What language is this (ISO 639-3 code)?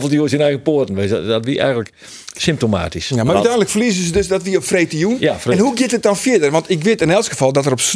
fry